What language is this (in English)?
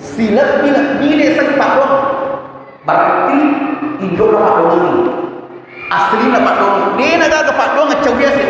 Buginese